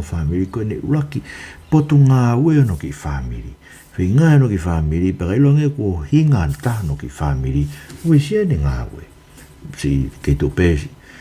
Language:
Tongan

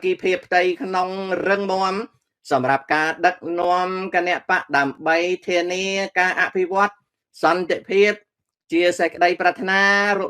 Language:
Khmer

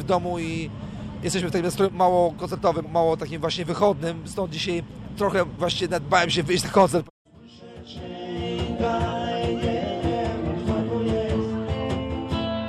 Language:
Polish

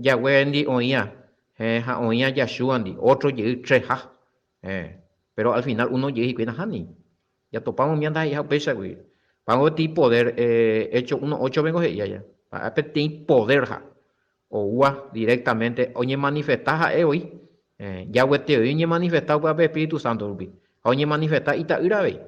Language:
Guarani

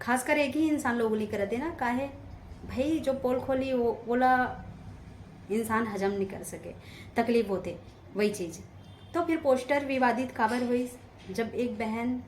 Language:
Chhattisgarhi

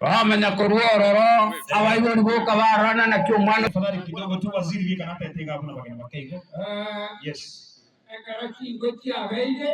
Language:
Gusii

